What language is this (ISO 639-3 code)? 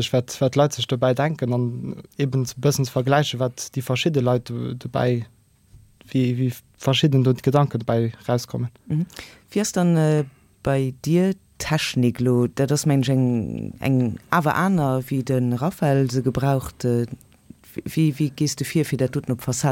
ltz